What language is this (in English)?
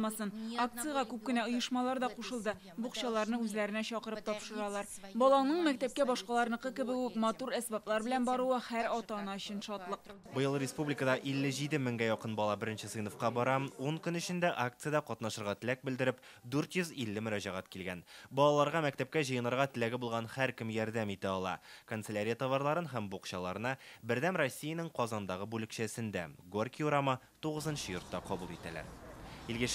Tatar